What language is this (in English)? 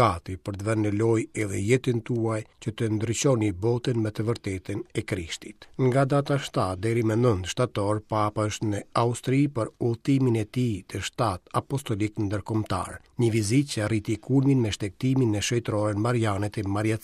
Albanian